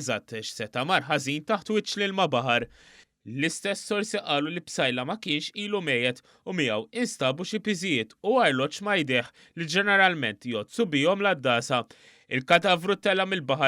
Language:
Maltese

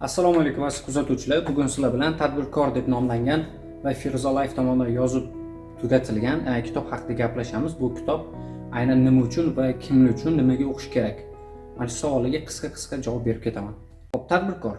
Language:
Uzbek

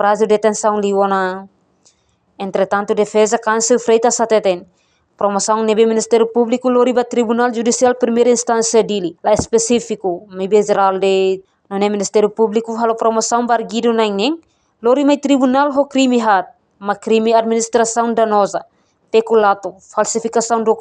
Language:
Tetum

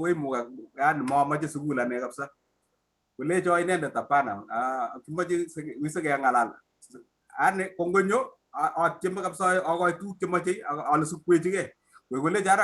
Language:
Kalenjin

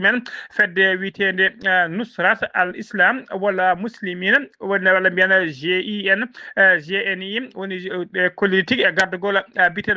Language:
Fula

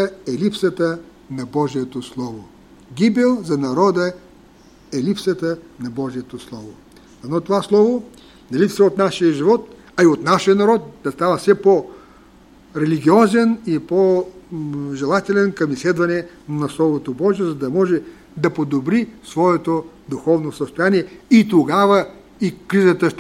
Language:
Bulgarian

